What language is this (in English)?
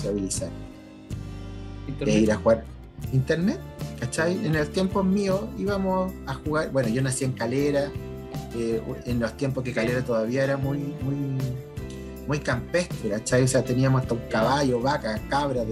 Spanish